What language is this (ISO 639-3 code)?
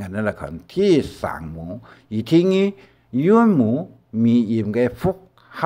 hak